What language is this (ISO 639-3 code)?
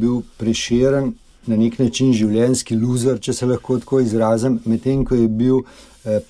slv